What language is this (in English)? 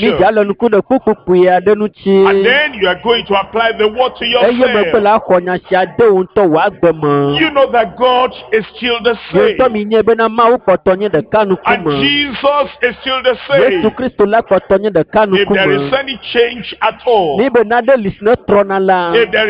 Ewe